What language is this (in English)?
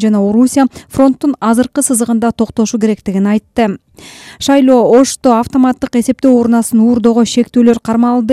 Kyrgyz